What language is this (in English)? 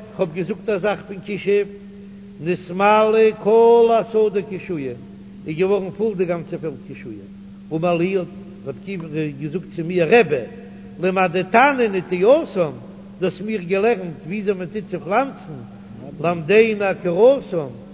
Yiddish